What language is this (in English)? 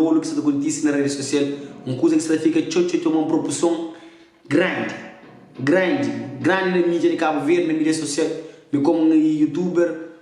Kabuverdianu